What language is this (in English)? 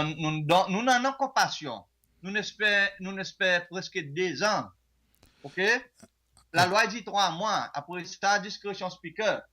Seselwa Creole French